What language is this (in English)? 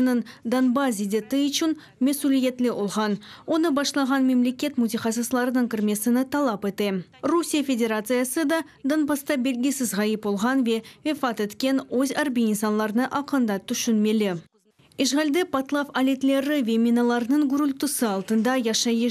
Crimean Tatar